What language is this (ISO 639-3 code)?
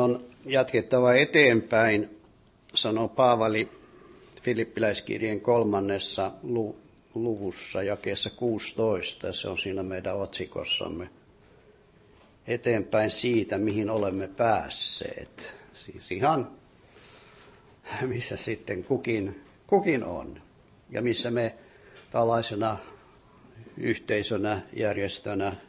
fin